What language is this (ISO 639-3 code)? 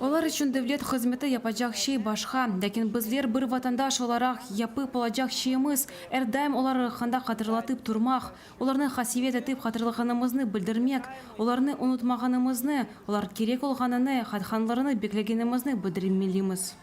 crh